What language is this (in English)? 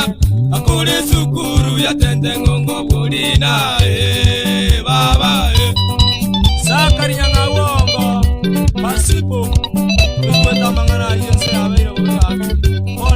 Gusii